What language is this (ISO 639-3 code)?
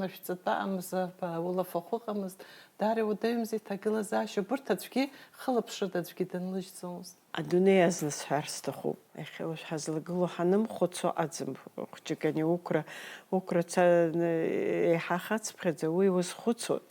abk